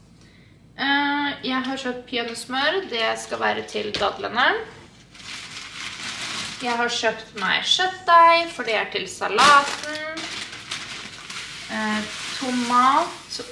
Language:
Norwegian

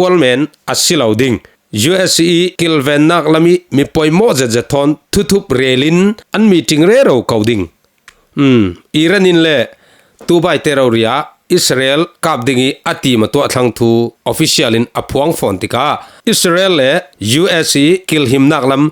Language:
Falam Chin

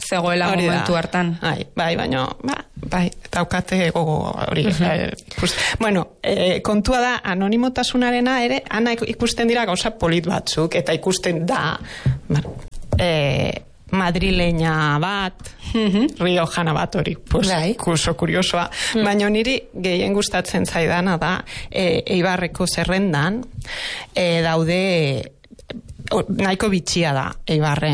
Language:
Basque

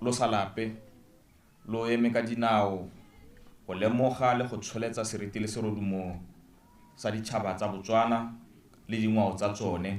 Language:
Tswana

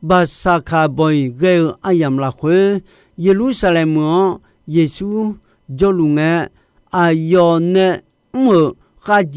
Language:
Akha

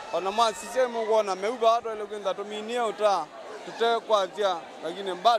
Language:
Kamba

